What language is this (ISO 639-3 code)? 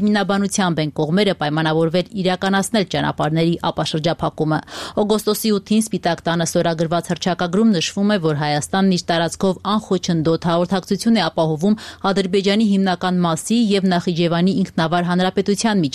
hye